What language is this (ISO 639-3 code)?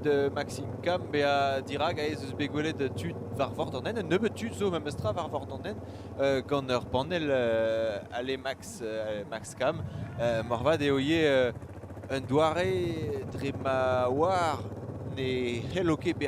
bre